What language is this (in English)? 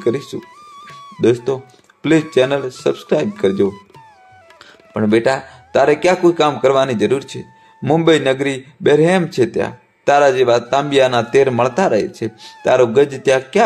Gujarati